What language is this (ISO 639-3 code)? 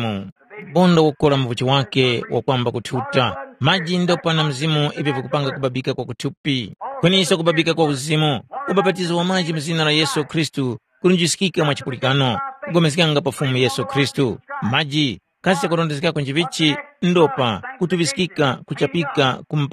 tum